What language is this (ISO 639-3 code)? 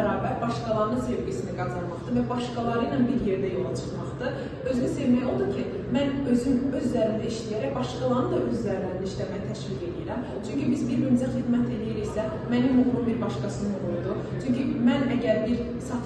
aze